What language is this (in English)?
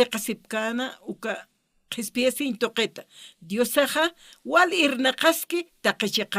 Aymara